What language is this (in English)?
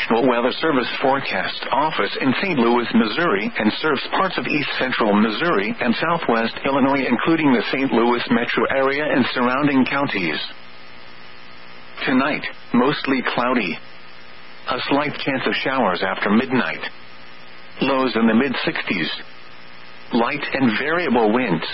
English